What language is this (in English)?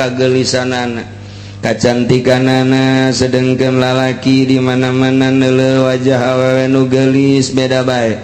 Sundanese